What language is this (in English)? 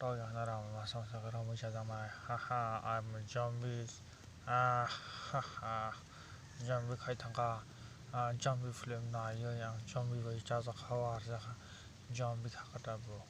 Kok Borok